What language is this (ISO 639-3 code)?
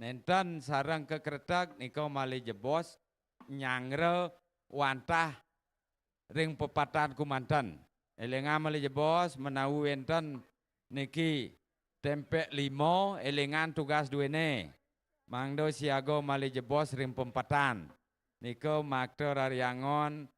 ban